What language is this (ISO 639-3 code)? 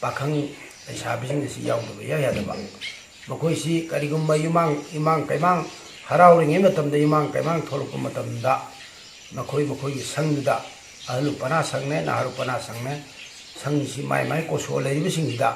mni